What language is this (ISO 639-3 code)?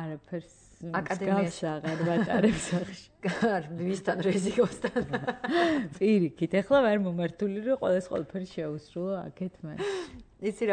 kat